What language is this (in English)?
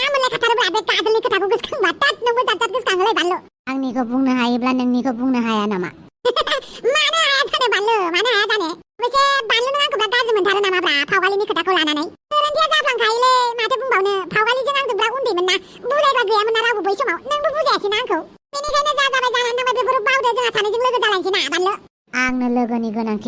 Bodo